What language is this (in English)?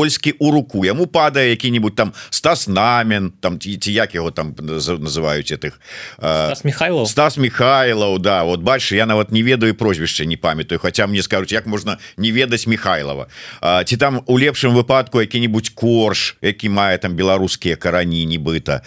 Belarusian